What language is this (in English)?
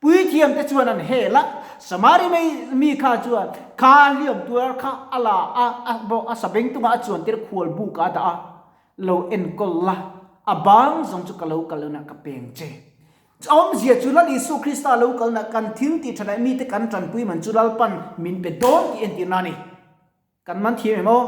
Mizo